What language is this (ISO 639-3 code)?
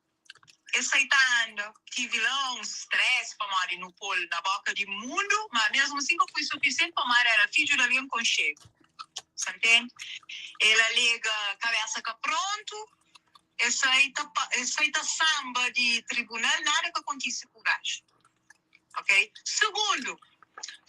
kea